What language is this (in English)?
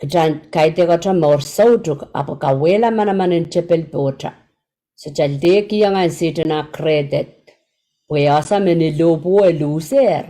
Pohnpeian